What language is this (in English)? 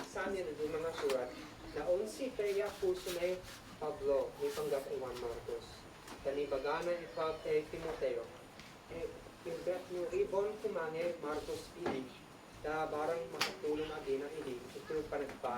Isnag